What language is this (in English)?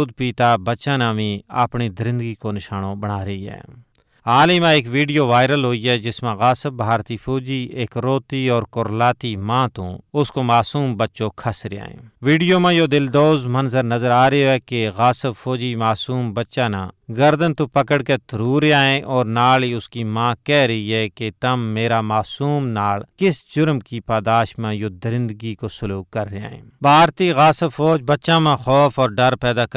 Gujari